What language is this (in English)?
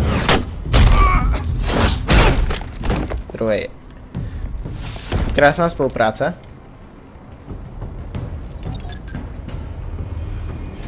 Czech